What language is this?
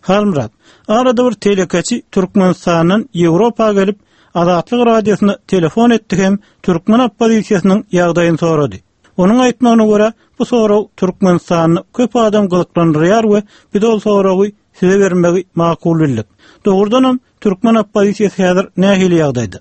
Turkmen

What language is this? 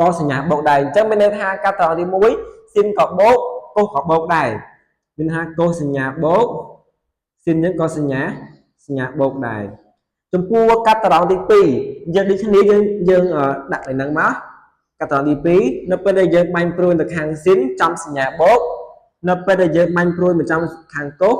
Khmer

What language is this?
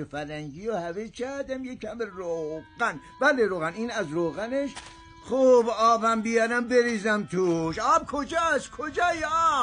Persian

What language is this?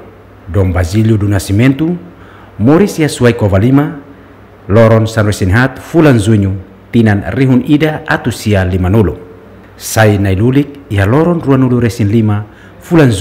Tetum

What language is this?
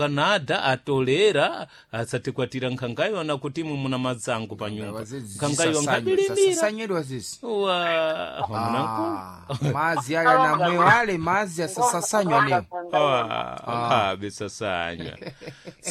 Sena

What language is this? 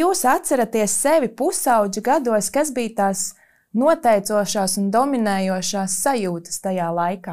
Latvian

